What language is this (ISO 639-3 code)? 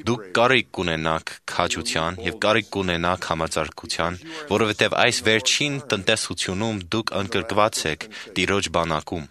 hye